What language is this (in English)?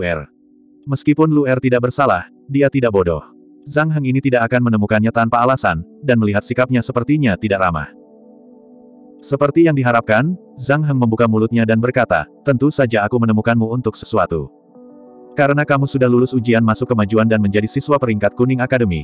Indonesian